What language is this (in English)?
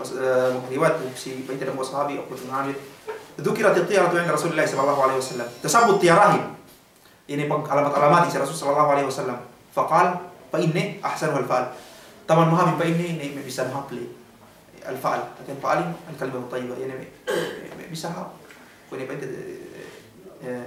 Yakan